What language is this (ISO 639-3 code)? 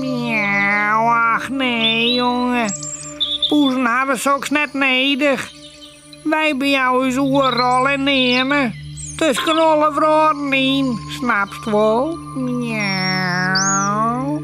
fry